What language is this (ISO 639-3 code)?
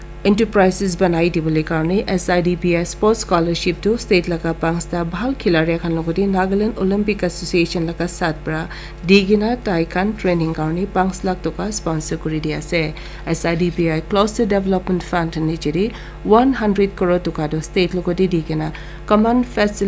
nag